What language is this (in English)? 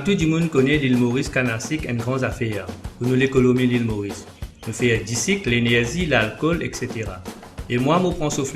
Morisyen